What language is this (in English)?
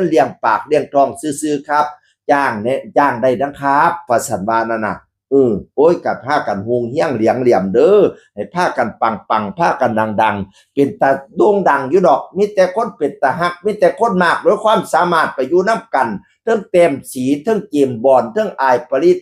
Northeastern Thai